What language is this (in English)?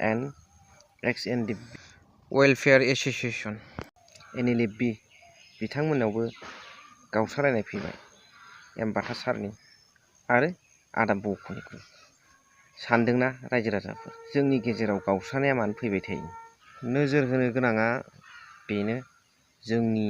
Bodo